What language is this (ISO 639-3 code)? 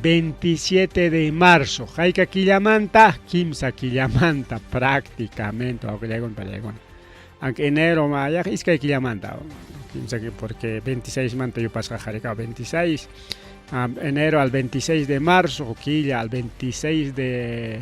quy